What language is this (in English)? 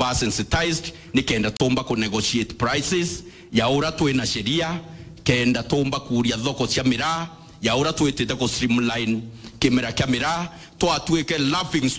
Meru